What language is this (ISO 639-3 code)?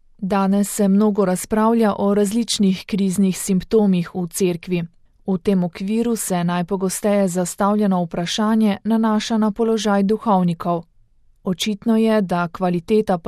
slv